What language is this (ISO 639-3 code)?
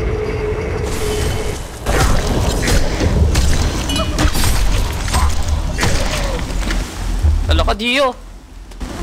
fil